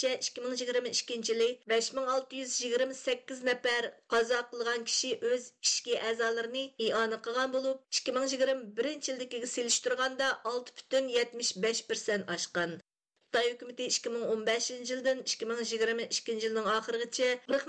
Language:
Uyghur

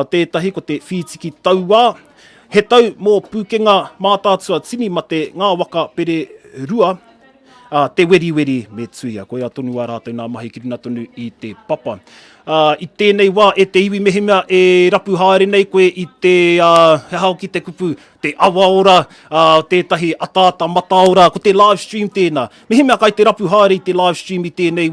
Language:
Māori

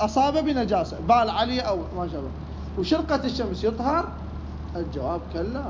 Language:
Mesopotamian Arabic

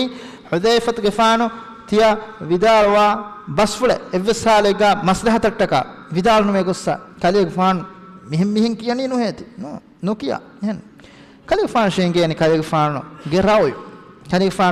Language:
Divehi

